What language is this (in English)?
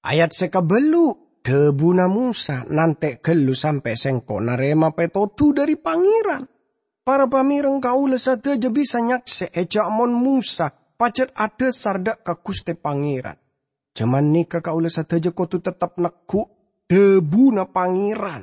Madurese